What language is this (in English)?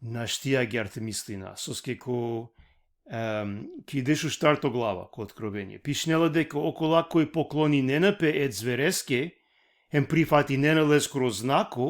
Balkan Romani